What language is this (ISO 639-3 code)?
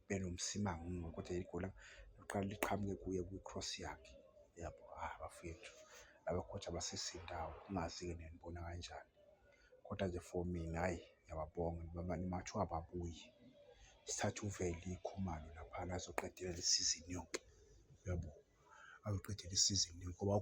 zul